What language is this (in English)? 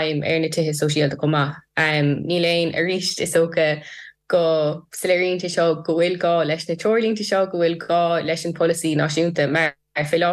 Irish